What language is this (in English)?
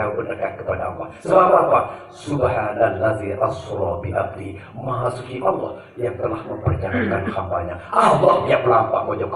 Sasak